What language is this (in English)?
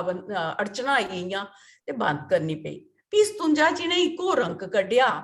Dogri